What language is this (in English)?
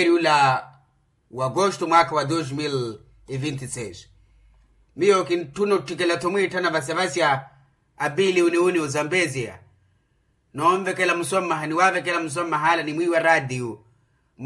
Makhuwa